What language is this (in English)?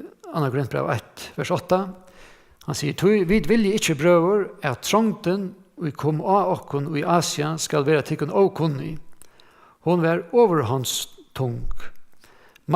Faroese